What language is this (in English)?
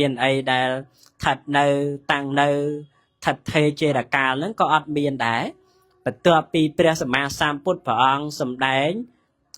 Khmer